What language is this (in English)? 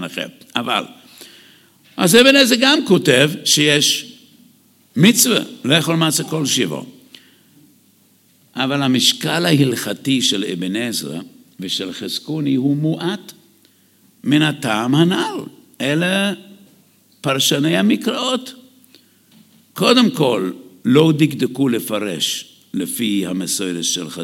Hebrew